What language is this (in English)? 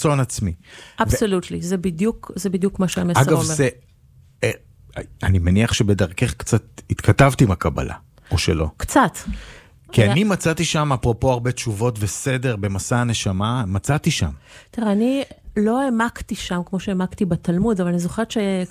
Hebrew